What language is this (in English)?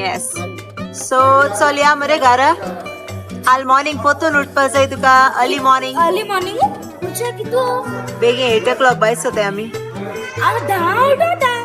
Konkani